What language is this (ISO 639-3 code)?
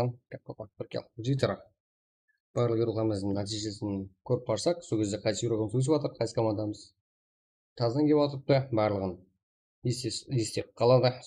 kaa